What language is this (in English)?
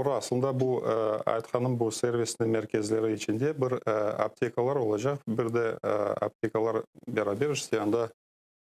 Crimean Tatar